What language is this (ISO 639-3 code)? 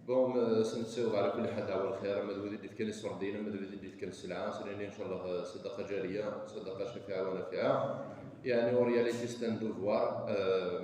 kab